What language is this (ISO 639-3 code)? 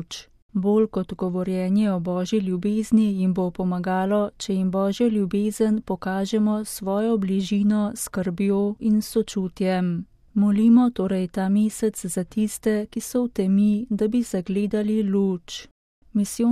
slv